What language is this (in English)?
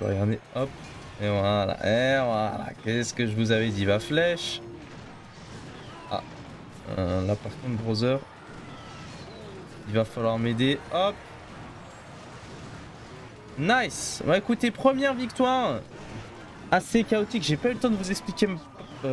French